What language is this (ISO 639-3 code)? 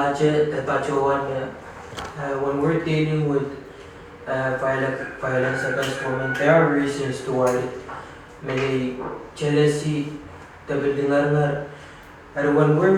pon